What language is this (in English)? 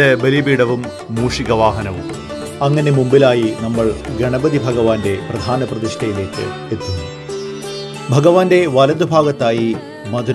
Malayalam